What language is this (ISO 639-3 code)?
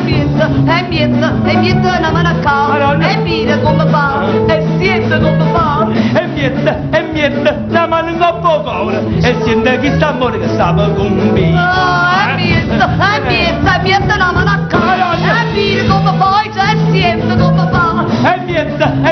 nap